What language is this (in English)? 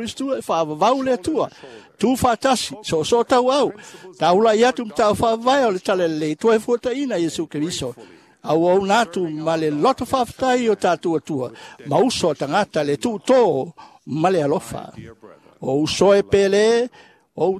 Samoan